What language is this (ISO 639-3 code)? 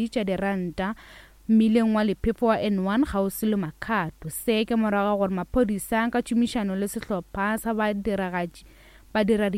nso